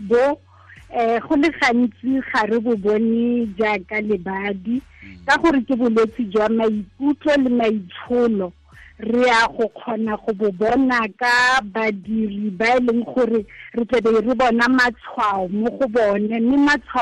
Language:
Tswana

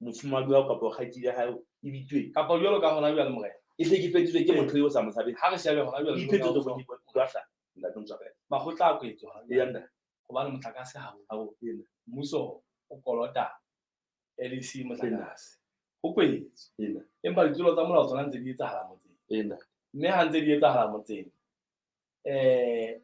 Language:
Southern Sotho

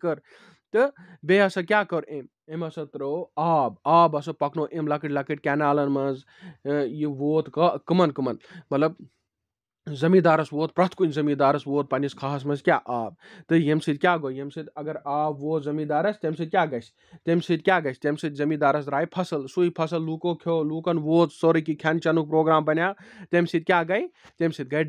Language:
Kashmiri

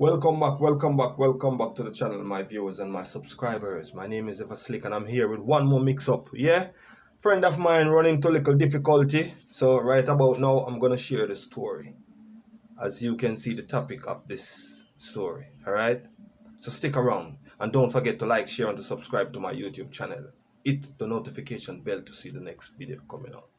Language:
Jamaican Creole English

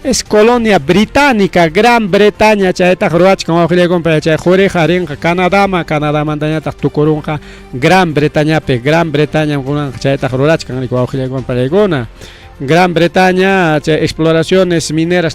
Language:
Ayacucho Quechua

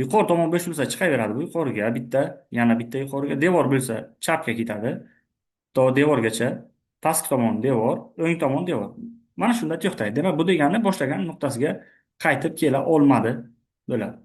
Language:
Uzbek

